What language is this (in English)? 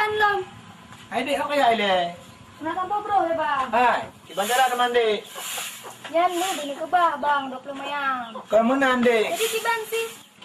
Achinese